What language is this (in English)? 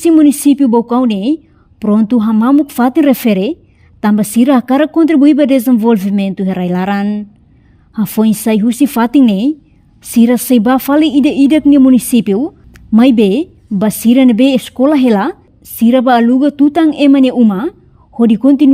Tetum